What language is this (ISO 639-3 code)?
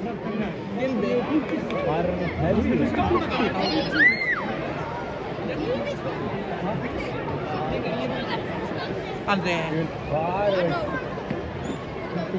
isl